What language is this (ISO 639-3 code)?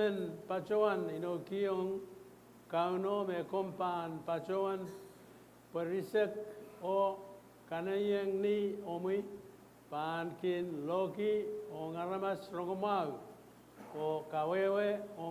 pon